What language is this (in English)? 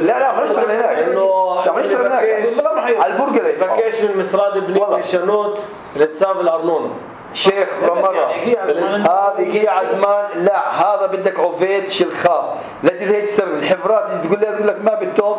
North Levantine Arabic